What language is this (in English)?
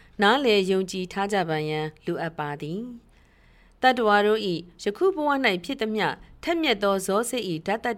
Burmese